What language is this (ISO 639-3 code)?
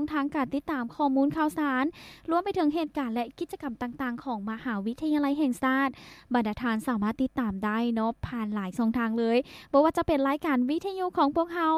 lao